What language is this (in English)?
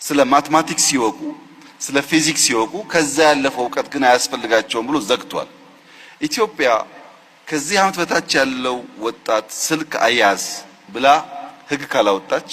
Amharic